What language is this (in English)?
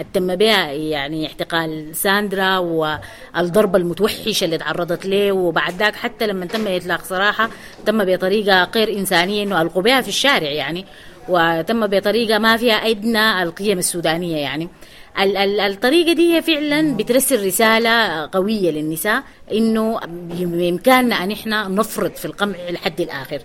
Sudanese Arabic